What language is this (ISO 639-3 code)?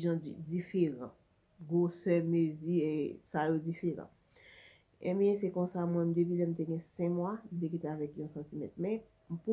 hat